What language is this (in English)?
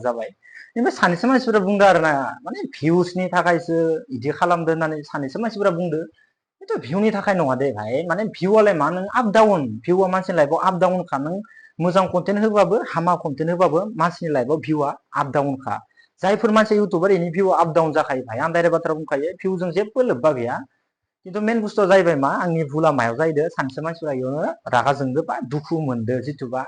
Bodo